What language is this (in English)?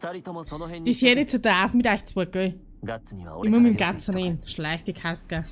Bavarian